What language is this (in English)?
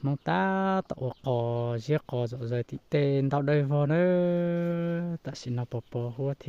Hmong